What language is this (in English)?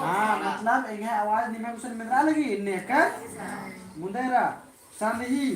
Kurukh